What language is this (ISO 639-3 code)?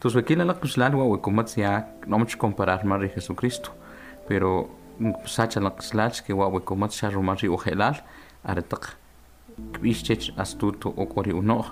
quc